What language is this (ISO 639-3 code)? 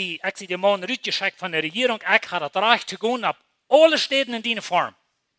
pdt